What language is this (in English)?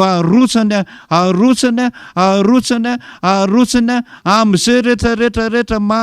Malagasy